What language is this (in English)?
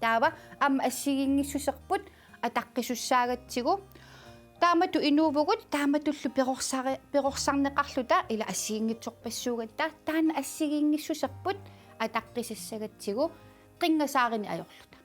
Kalaallisut